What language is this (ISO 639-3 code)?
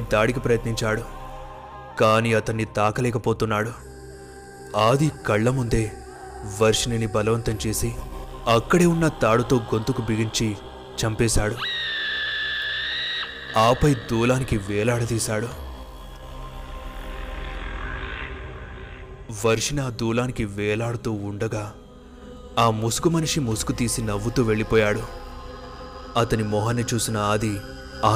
tel